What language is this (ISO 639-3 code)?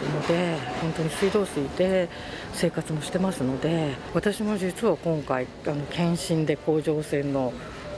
jpn